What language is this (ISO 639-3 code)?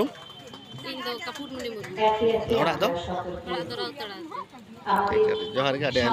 sat